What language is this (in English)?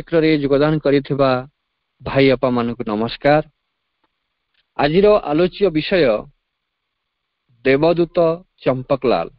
Odia